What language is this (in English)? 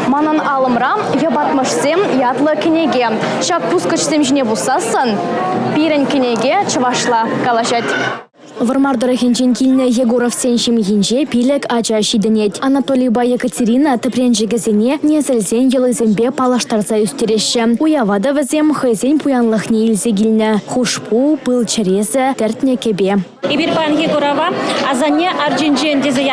Chuvash